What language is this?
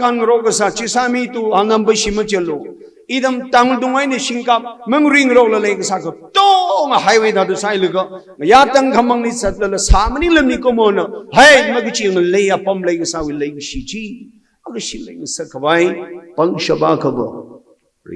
Tangkhul Naga (India)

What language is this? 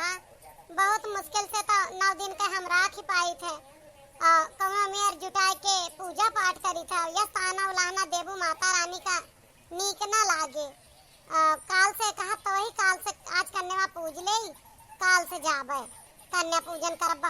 Awadhi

